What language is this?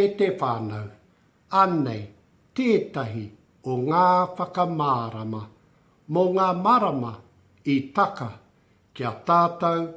Māori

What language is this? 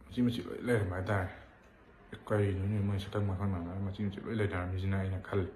Manipuri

